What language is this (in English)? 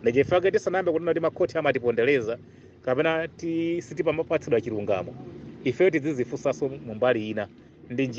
Nyanja